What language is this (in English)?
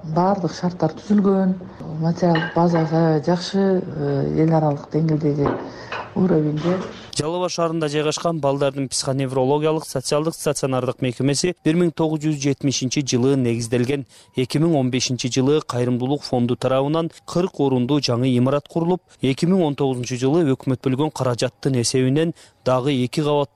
Kyrgyz